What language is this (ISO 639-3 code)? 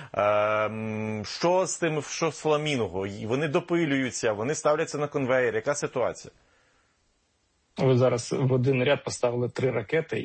ukr